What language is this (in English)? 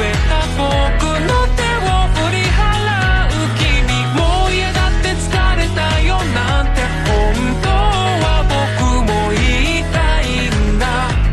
Japanese